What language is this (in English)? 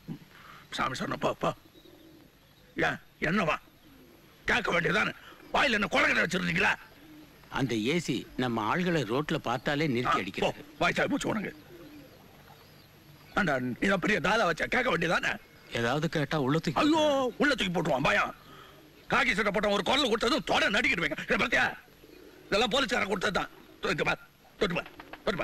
Tamil